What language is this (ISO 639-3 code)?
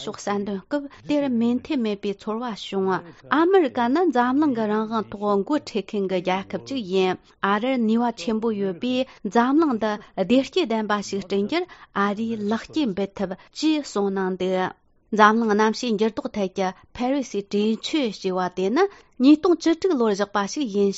bod